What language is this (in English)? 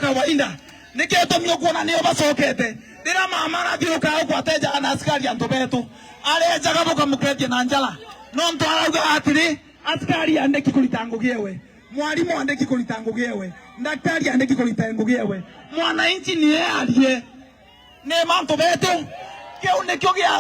Meru